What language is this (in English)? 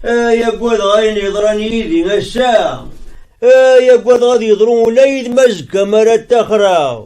Kabyle